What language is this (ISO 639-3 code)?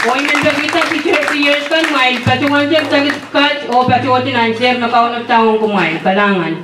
pon